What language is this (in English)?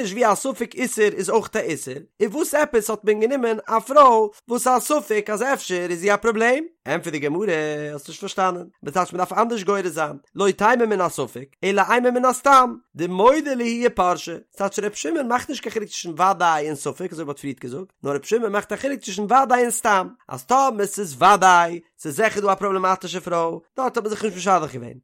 Yiddish